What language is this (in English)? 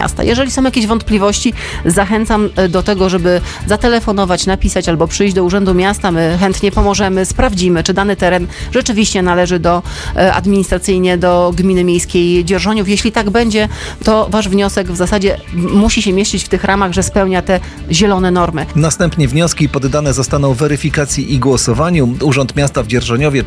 Polish